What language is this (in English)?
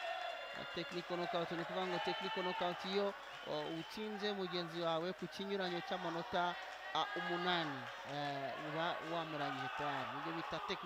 Kinyarwanda